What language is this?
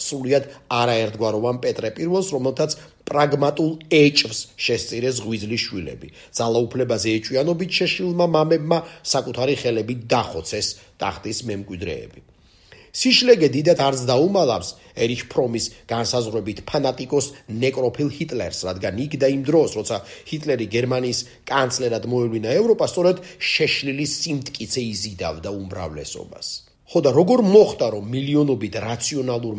Georgian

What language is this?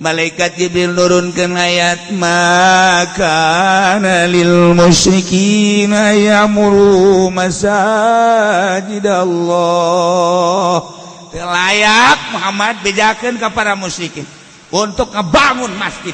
Sundanese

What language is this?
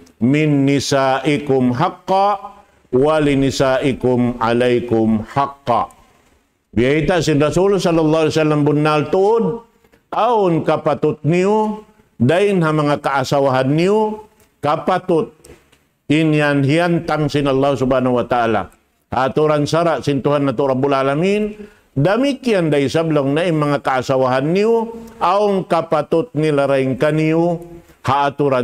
Tausug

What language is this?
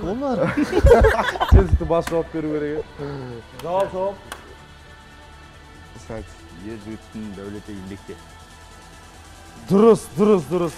Kazakh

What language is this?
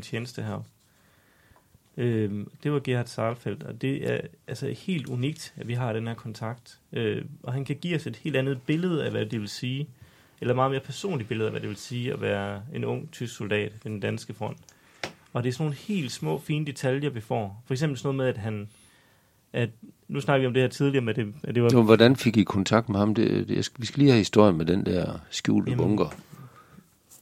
Danish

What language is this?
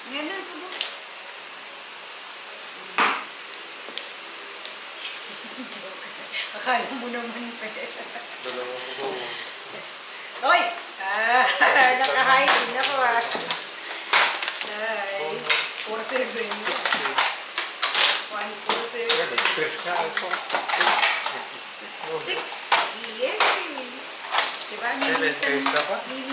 Filipino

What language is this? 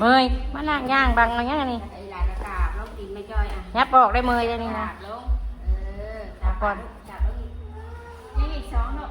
Northeastern Thai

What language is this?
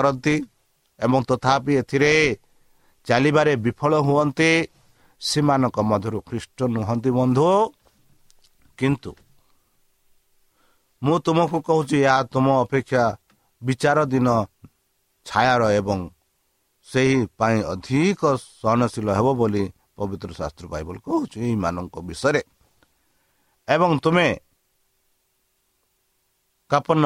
Odia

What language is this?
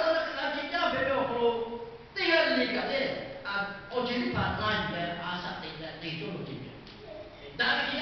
Lahu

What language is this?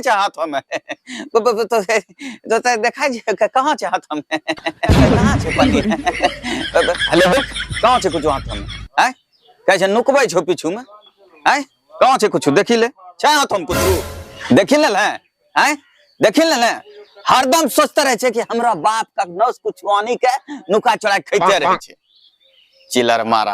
Angika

